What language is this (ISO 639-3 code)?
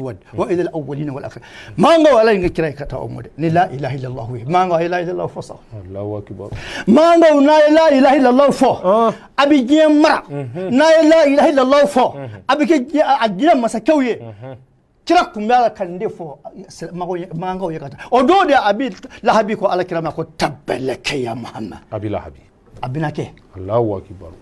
bam